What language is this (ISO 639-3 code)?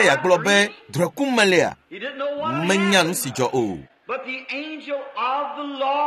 ewe